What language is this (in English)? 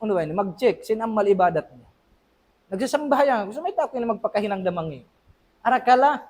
Tausug